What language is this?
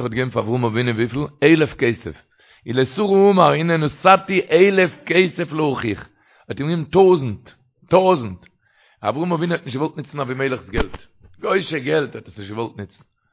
Yiddish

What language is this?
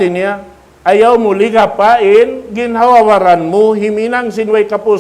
Tausug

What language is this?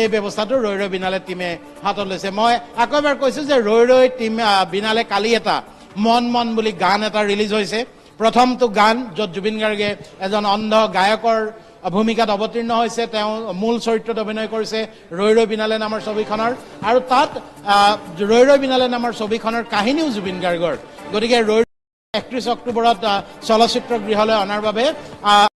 Assamese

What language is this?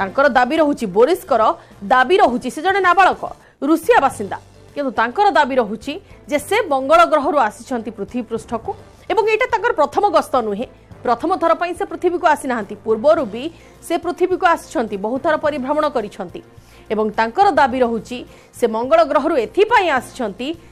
Odia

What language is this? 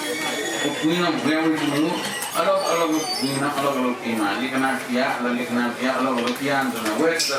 Newari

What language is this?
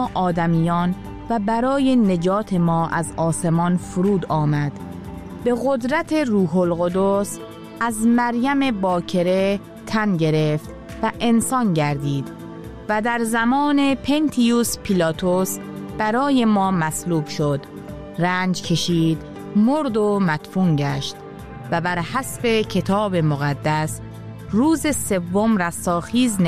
Persian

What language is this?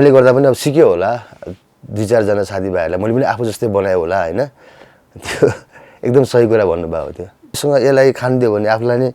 Nepali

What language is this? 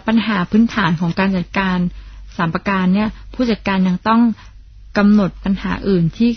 Thai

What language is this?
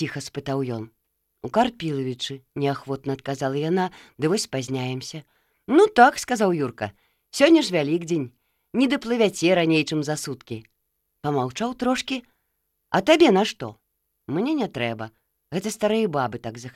Belarusian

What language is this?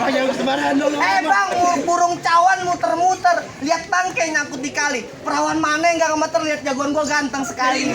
Betawi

